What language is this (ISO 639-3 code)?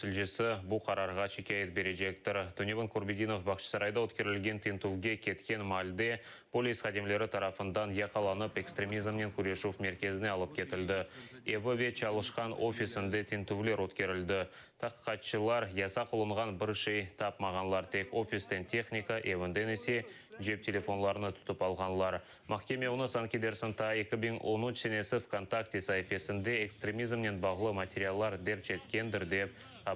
crh